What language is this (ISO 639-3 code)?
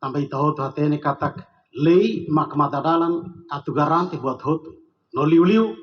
tet